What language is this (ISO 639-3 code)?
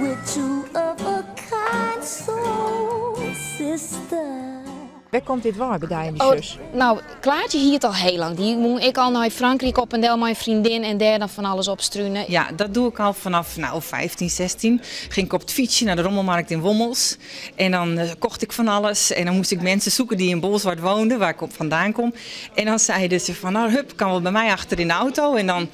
fry